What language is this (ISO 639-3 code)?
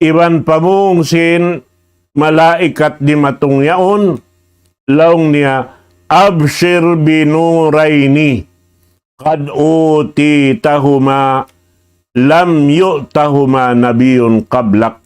tsg